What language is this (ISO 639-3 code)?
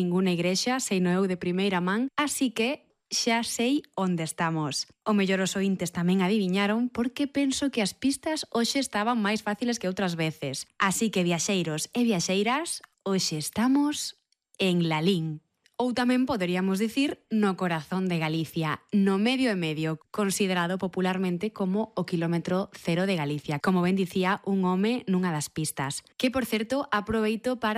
glg